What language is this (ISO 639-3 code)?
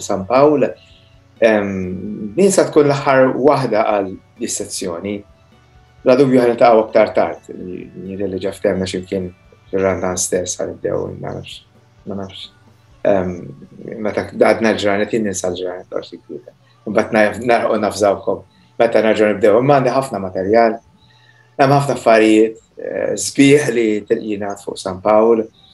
mlt